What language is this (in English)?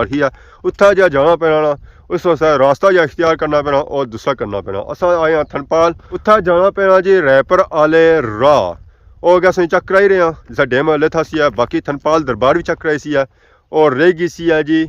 Pahari-Potwari